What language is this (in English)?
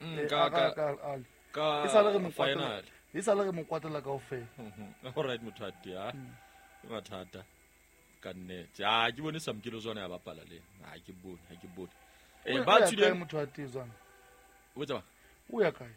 Southern Sotho